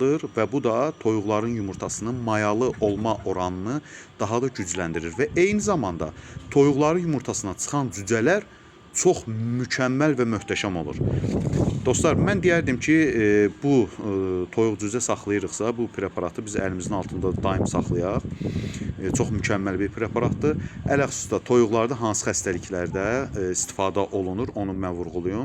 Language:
Azerbaijani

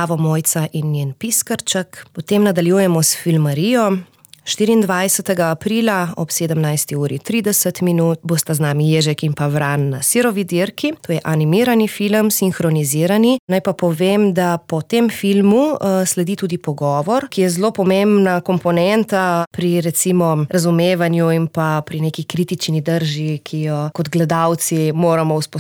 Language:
Slovenian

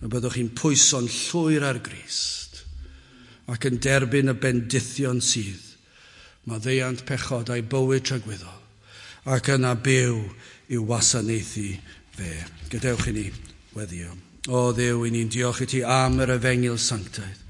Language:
Welsh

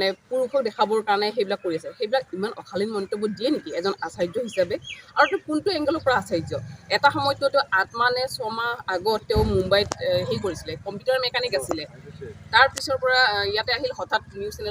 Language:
Assamese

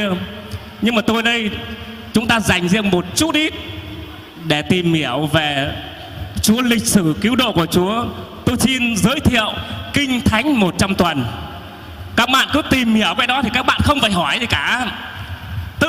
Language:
Vietnamese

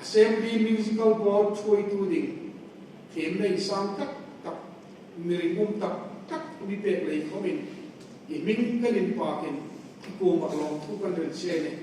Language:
Hmar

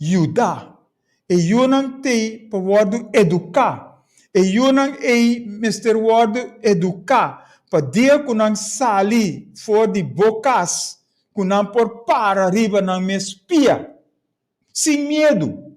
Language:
Papiamento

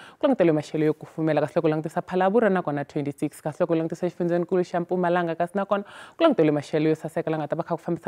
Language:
Tsonga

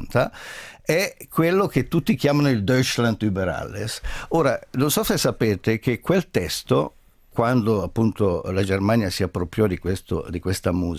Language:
Italian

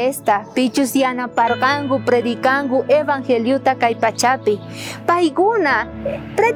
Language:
South Bolivian Quechua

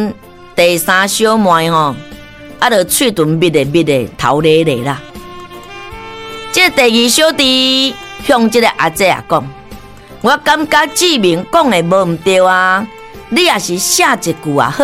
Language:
Min Nan Chinese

